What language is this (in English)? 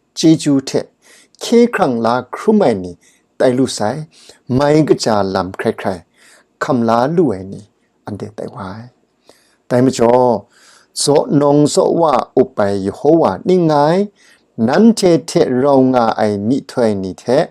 Kachin